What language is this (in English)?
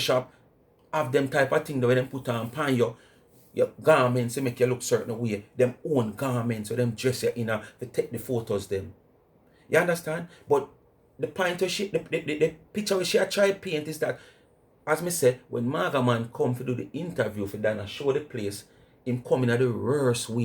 Jamaican Creole English